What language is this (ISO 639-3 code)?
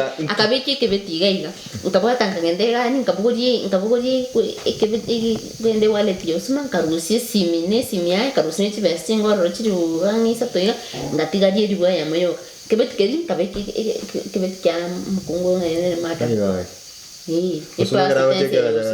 guz